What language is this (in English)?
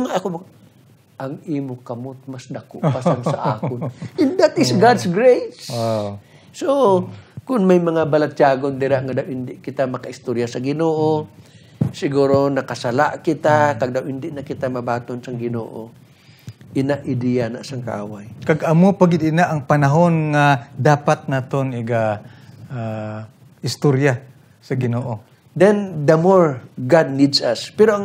Hiligaynon